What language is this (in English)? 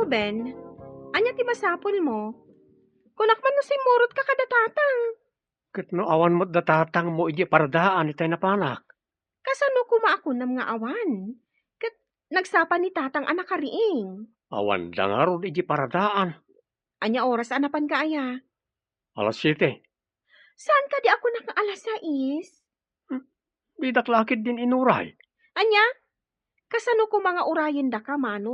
Iloko